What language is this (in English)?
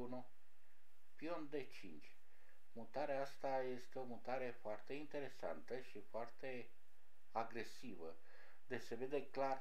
Romanian